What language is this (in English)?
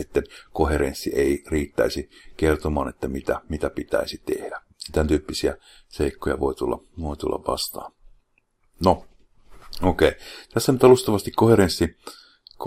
Finnish